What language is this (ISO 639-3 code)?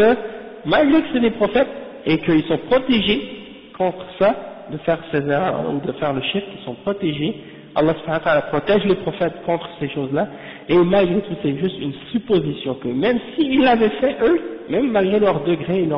fra